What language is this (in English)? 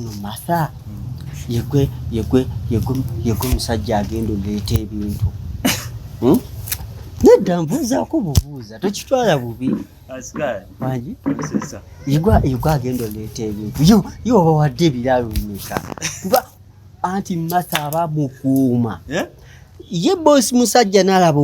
Ganda